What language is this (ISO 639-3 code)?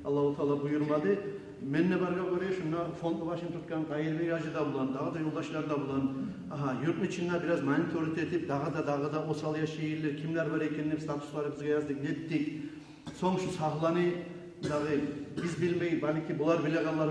kum